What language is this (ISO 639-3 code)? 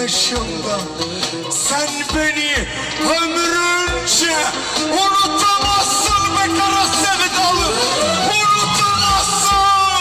tur